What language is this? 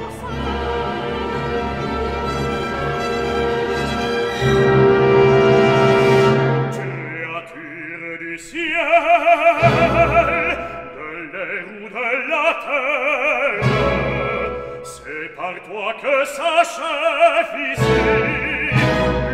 French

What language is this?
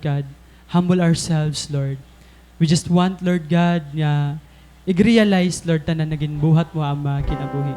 Waray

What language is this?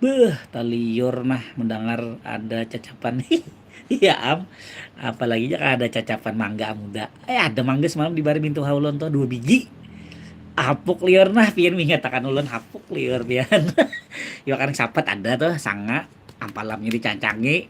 Banjar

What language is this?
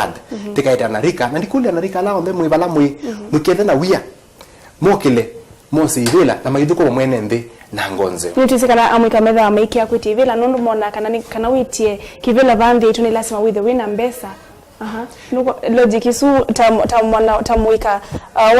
Kamba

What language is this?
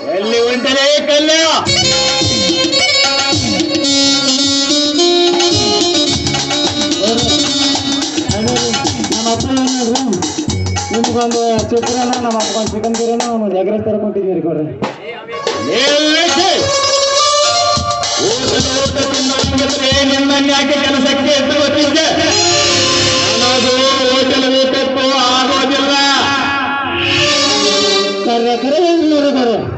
Kannada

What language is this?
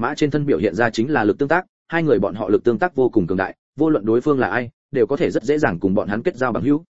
Vietnamese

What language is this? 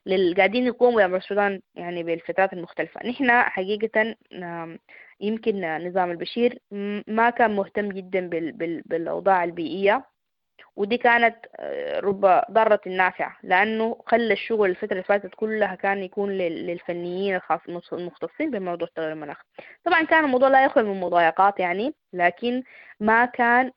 Sudanese Arabic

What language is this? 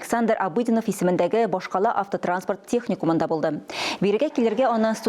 Tatar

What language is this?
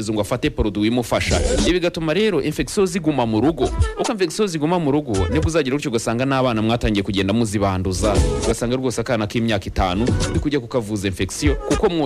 Kinyarwanda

